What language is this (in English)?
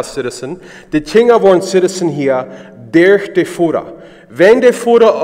Plautdietsch